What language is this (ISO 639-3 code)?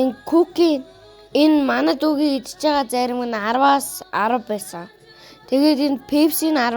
mon